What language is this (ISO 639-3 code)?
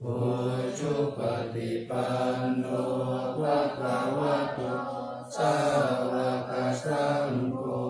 pli